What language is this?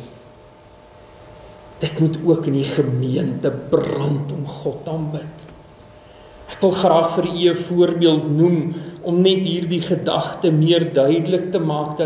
Afrikaans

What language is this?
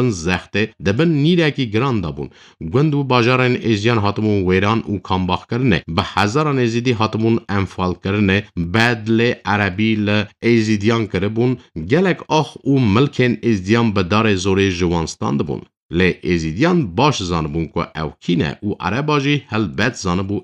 Kurdish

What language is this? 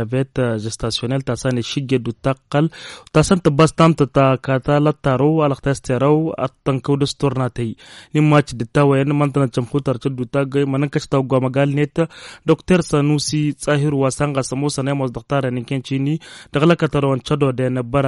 Tamasheq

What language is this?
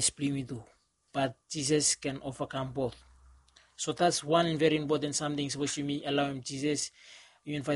Bislama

